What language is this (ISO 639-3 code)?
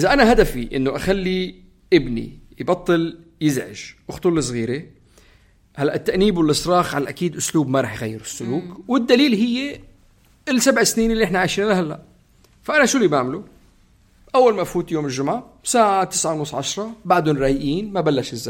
apc